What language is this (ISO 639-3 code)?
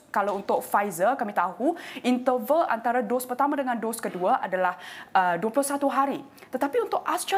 msa